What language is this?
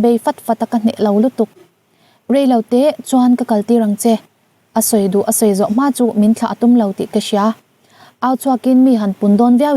Mizo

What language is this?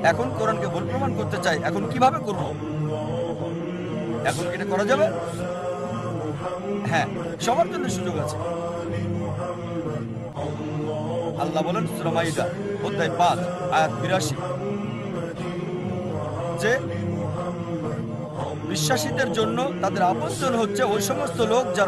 Bangla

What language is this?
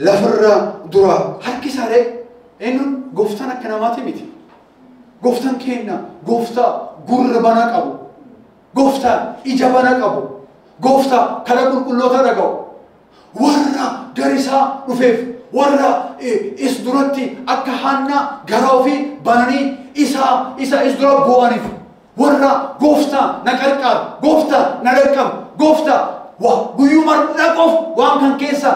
Oromo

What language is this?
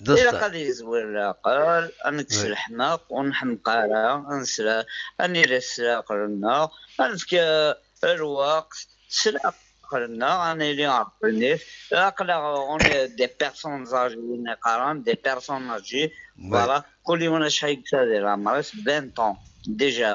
Kabyle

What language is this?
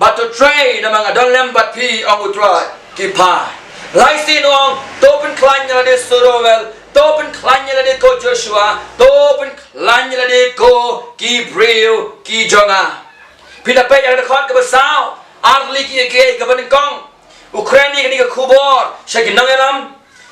Khasi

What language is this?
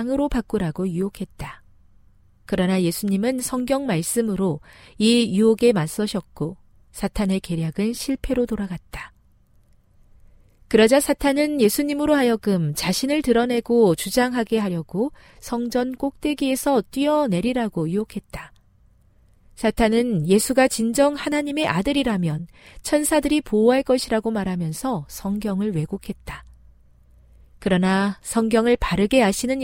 Korean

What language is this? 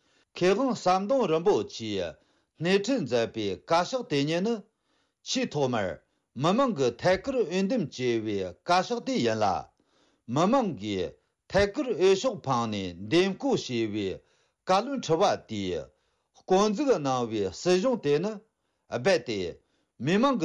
Tibetan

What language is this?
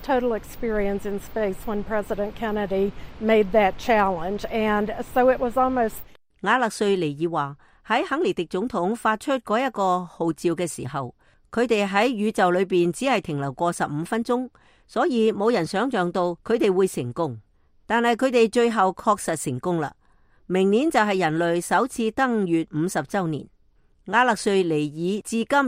Cantonese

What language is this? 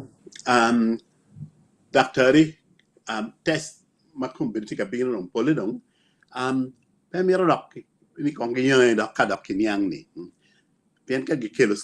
Acoli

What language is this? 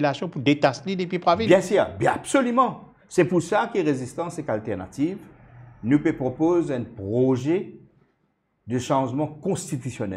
Morisyen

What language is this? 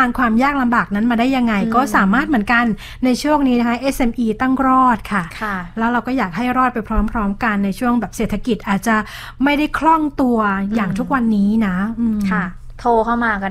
Thai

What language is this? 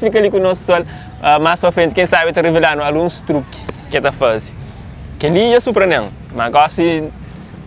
Kabuverdianu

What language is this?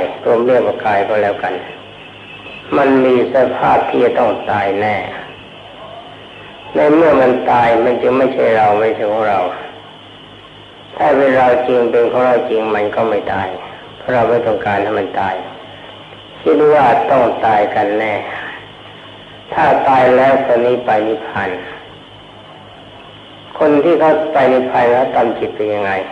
Thai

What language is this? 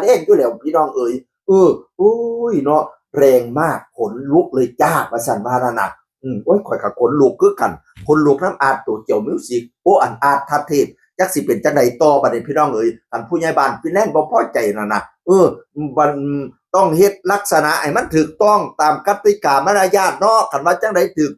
Northeastern Thai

